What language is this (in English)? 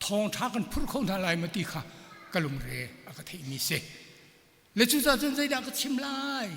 Hakha Chin